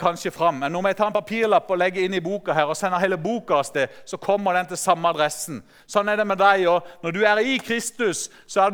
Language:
Norwegian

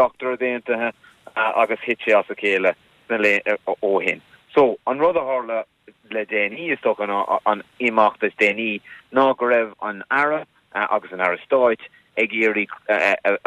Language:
Irish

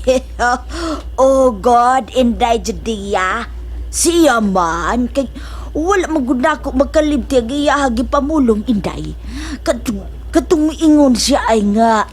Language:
Cebuano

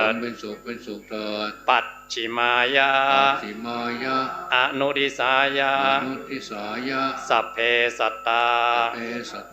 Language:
Pali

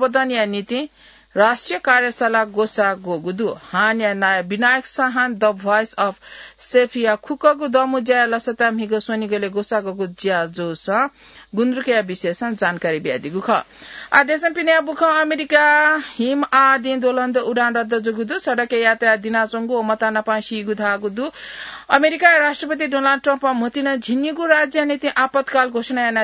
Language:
Newari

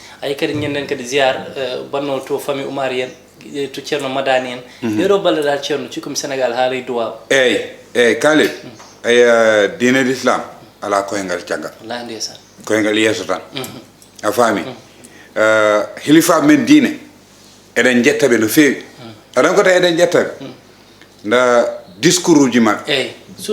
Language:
Fula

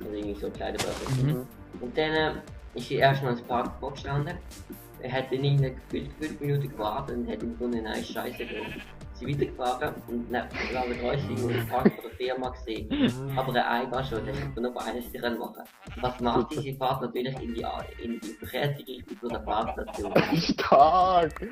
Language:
Swiss German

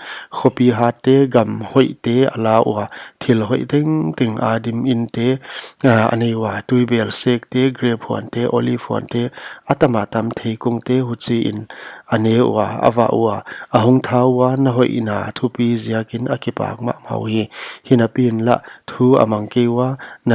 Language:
Paite Chin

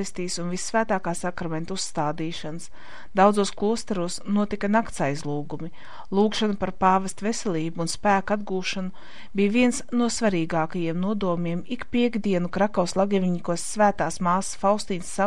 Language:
Latvian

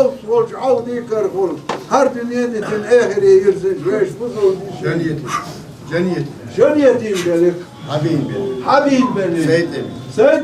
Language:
Chechen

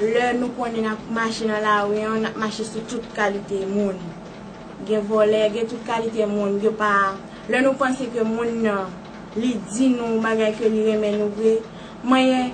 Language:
Haitian Creole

